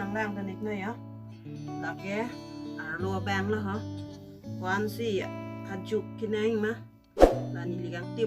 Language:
Karbi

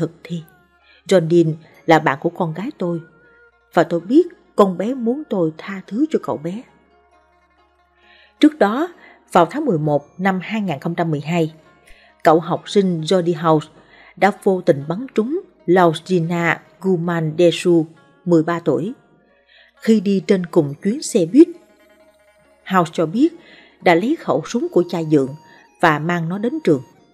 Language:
Vietnamese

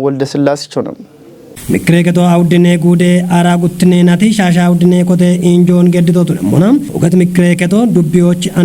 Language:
Kafa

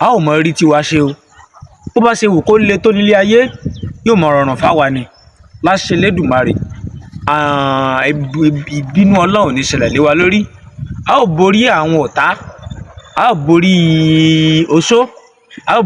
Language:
Yoruba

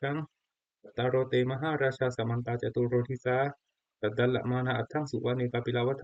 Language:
Pali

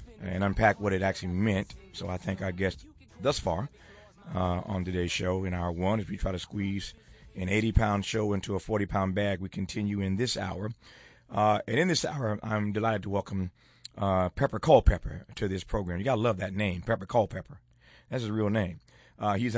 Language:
English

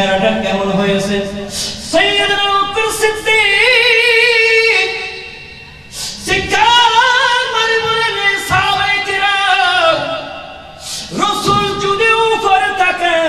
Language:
Bangla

